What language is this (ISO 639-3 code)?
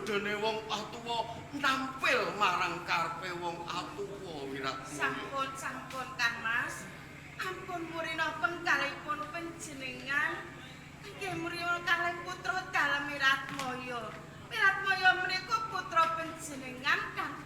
jav